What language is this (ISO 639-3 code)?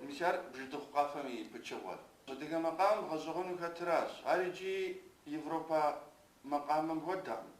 kbd